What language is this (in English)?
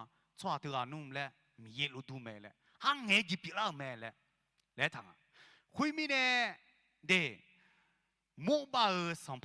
Akha